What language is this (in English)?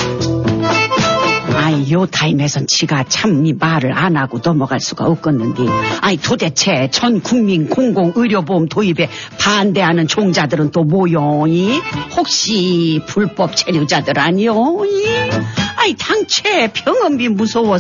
Korean